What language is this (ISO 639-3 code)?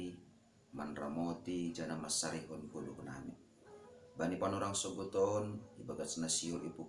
bts